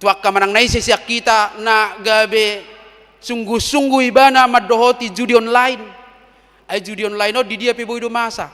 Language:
Batak Toba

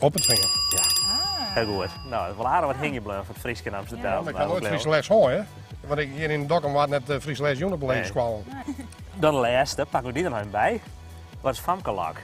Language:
Western Frisian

